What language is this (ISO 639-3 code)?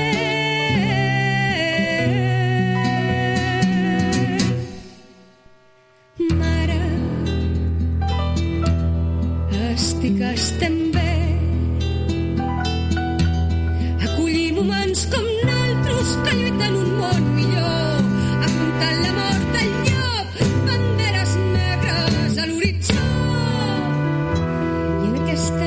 cat